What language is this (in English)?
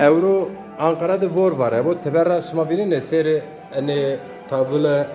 Zaza